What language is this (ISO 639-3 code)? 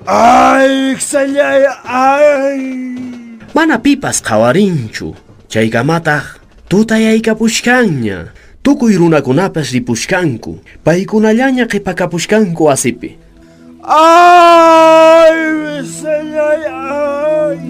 que